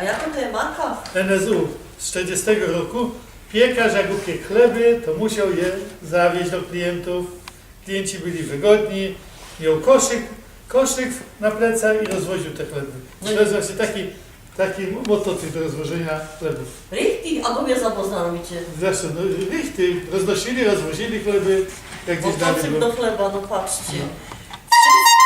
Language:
Silesian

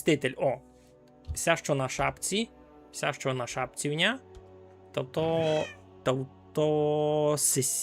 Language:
Rusyn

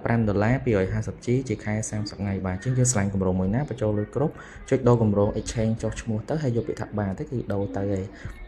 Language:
Khmer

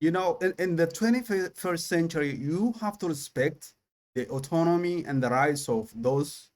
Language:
English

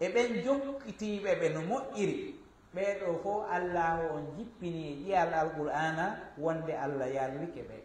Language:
Fula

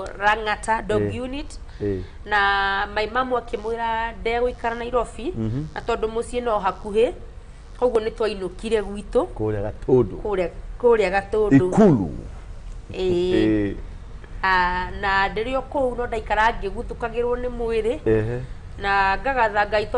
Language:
Kikuyu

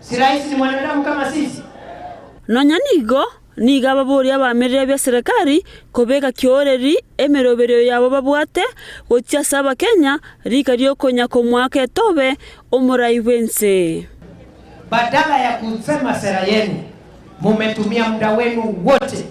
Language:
Gusii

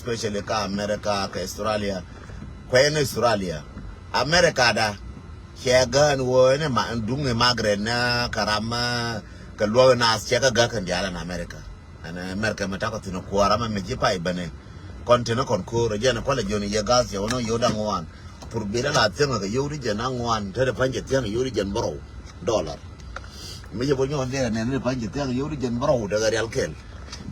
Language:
Nuer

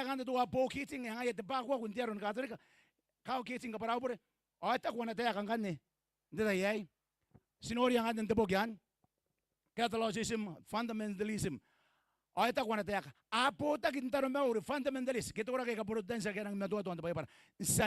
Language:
Gilbertese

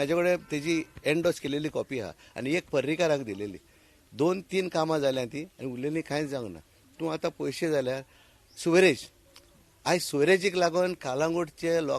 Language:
Konkani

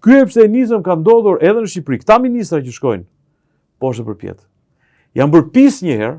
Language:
Albanian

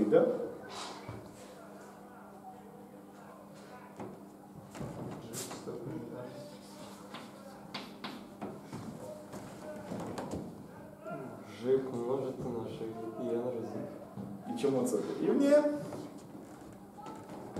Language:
Ukrainian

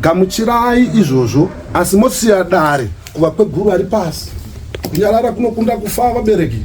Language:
Shona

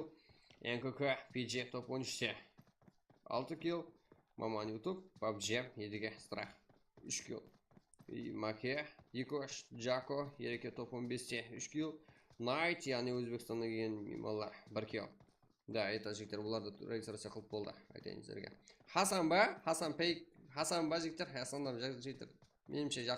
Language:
Kara-Kalpak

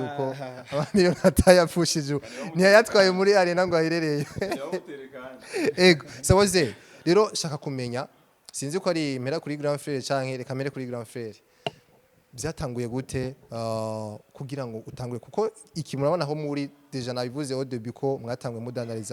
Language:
Rundi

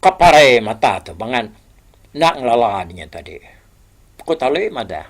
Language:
Iban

